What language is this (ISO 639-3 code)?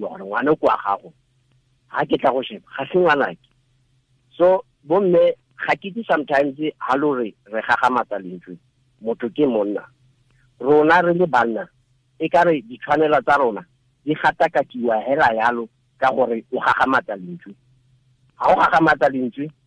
tsn